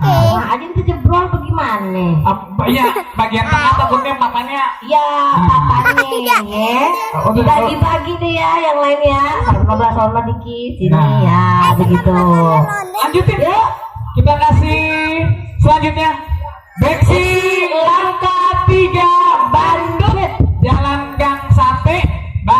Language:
Betawi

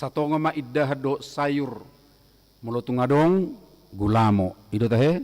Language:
Batak Toba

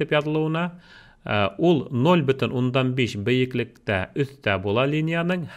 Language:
Bashkir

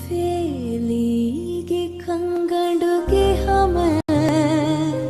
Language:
Divehi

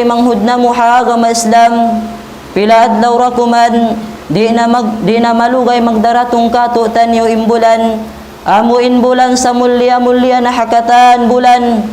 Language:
Tausug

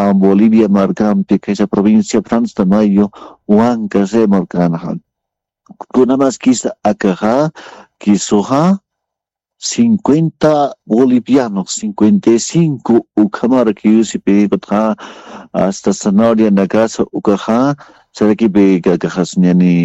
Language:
Aymara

